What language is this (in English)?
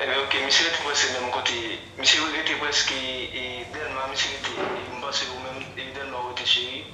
Haitian Creole